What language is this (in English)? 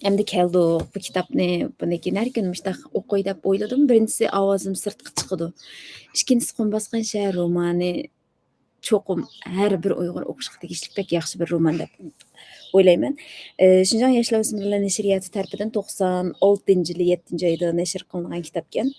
Uyghur